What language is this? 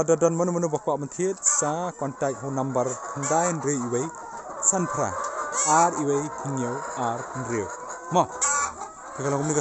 Khasi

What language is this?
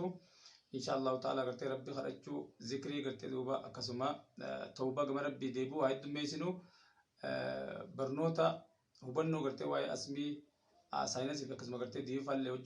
Oromo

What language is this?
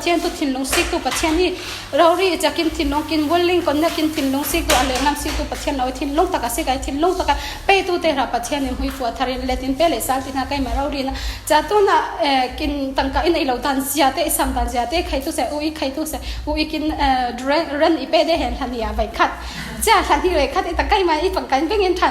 Falam Chin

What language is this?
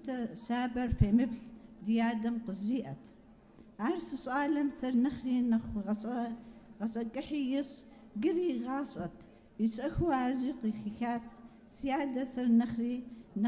Kabardian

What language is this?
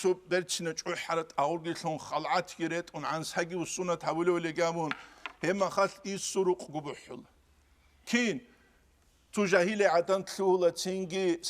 Avaric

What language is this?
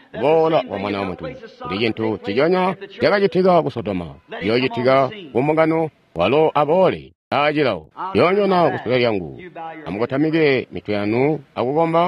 Tonga (Zambia)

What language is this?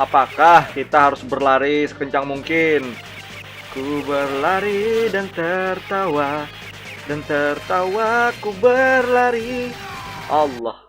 Banjar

